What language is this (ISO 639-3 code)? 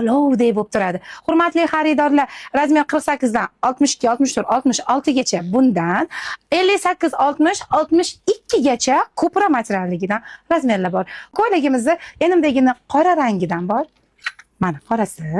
uzb